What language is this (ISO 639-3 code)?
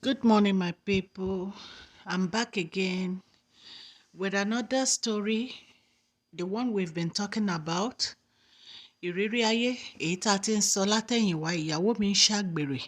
yor